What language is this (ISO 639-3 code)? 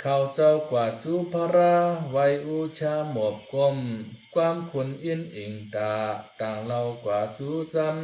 shn